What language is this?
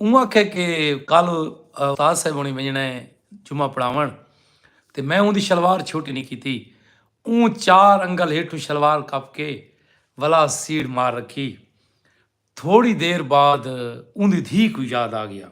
Saraiki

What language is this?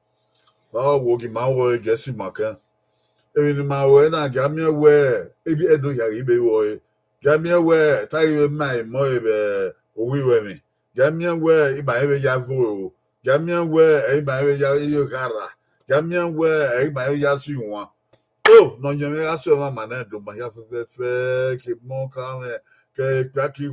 Bini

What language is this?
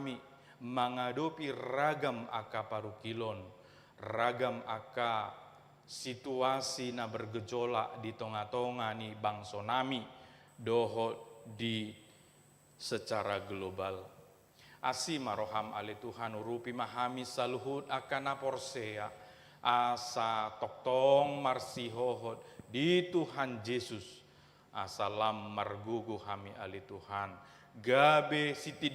Batak Toba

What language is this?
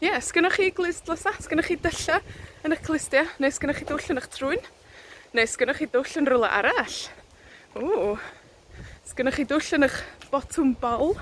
Welsh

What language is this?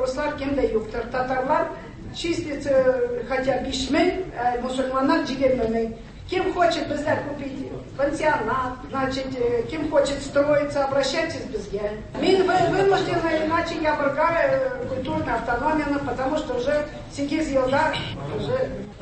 Tatar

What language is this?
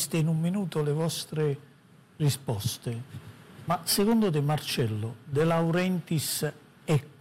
Italian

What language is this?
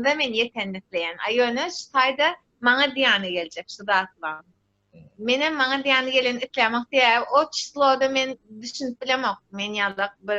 Turkmen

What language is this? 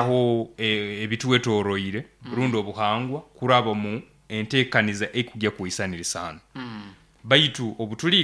Nyoro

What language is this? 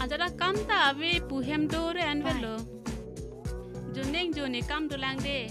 Karbi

